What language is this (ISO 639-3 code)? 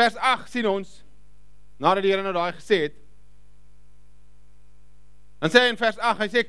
afr